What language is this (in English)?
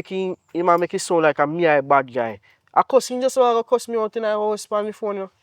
Jamaican Creole English